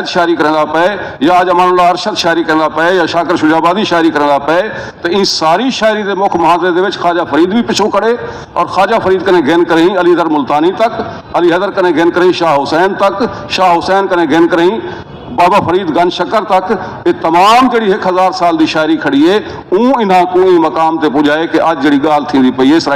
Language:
Saraiki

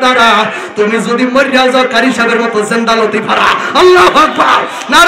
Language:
Bangla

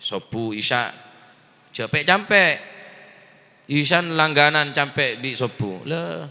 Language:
Madurese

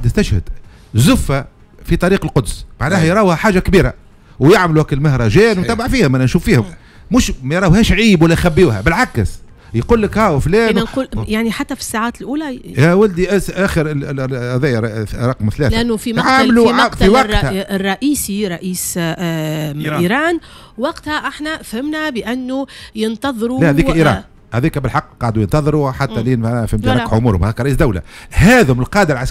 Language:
Tunisian Arabic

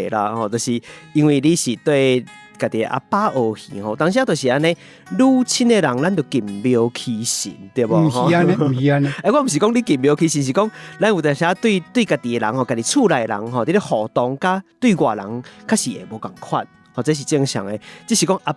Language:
Min Nan Chinese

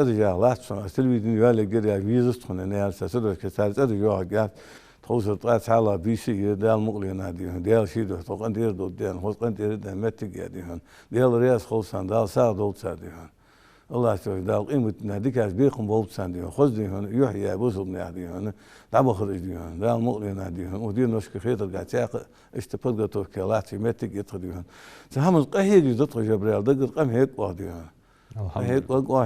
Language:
Ingush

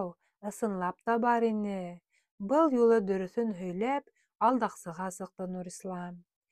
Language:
Bashkir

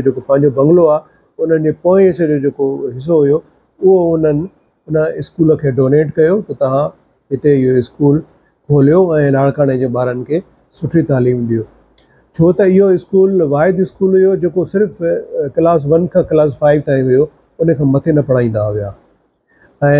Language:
Sindhi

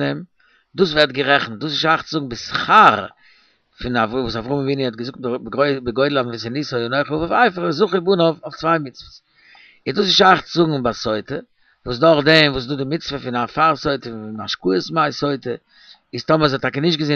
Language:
Yiddish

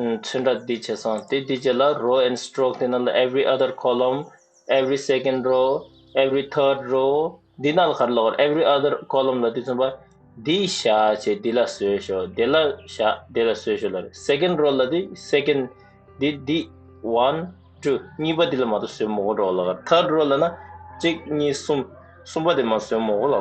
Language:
Tibetan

